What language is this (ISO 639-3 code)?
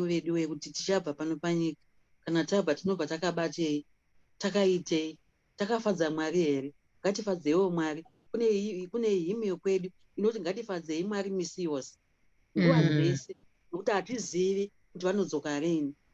sna